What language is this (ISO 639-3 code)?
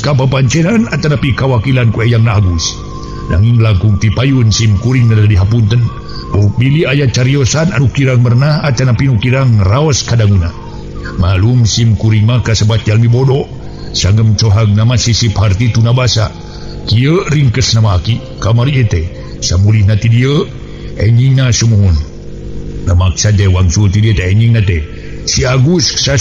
sun